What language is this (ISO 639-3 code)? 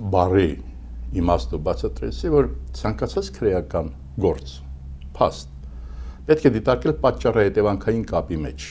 hye